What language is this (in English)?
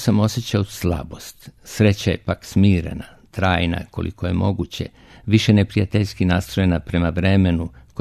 Serbian